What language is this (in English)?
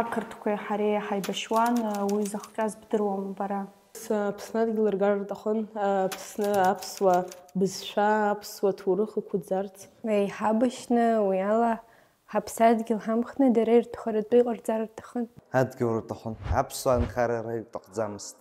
Abkhazian